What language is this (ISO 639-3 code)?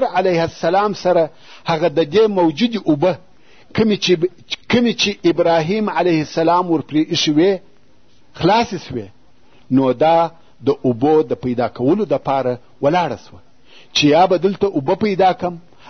pus